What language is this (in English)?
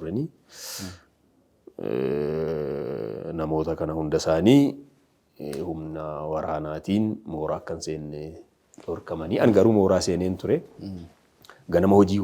Oromo